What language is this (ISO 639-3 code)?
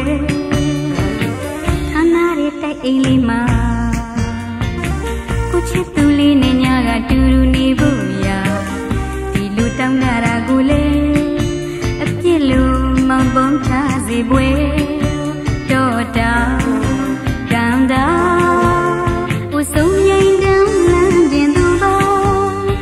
mya